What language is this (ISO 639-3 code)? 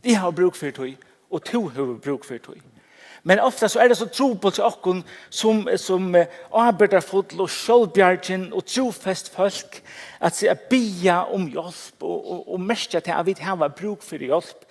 fao